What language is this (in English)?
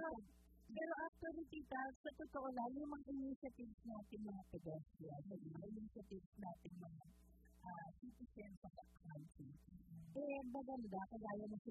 Filipino